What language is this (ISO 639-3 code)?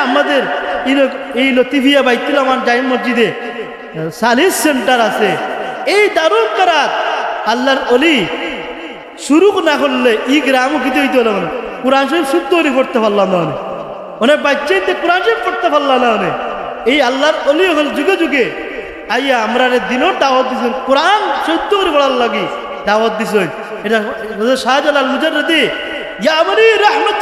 syl